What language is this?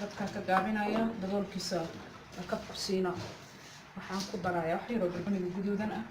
Somali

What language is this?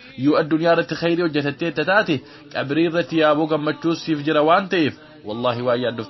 Oromo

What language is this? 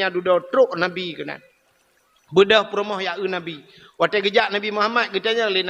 Achinese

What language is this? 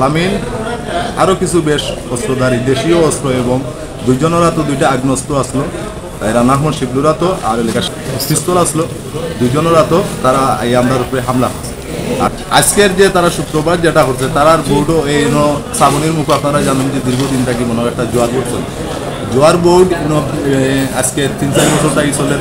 Sylheti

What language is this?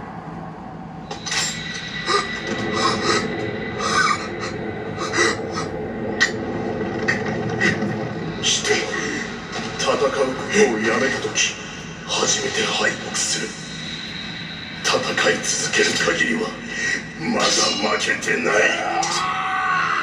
Japanese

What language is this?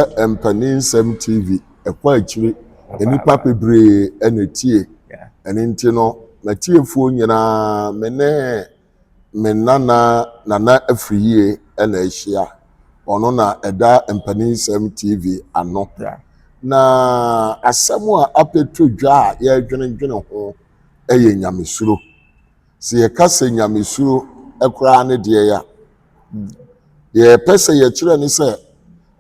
Akan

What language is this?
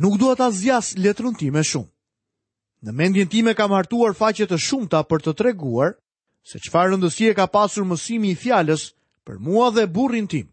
Albanian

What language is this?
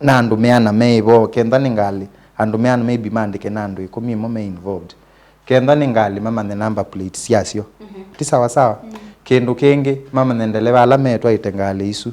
Kamba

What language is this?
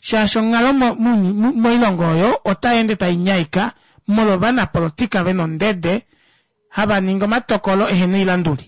Kuanyama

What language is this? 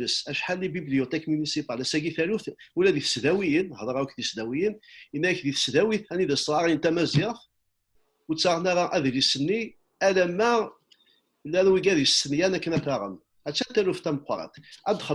Kabyle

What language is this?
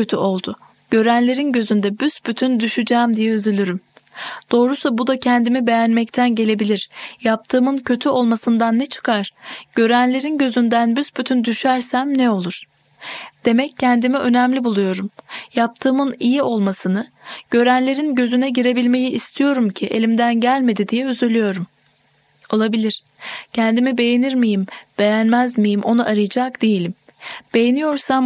Turkish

